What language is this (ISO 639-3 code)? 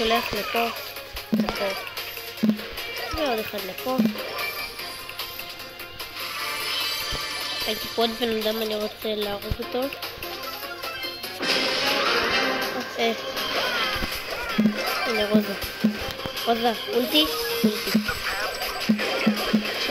heb